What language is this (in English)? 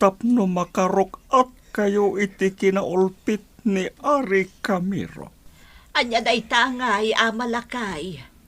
Iloko